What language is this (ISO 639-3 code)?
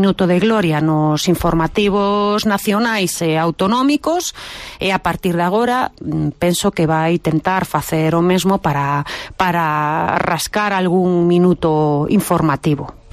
glg